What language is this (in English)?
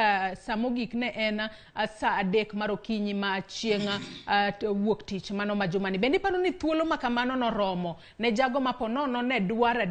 Luo (Kenya and Tanzania)